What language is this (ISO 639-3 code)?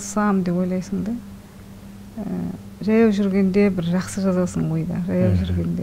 kaz